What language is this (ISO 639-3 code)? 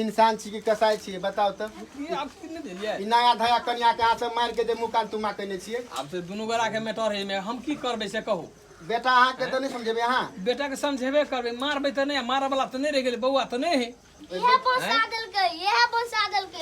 mai